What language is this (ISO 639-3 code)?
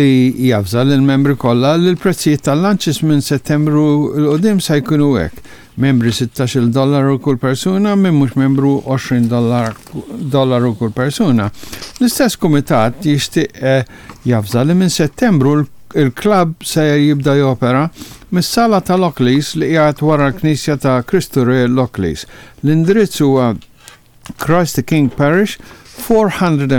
mlt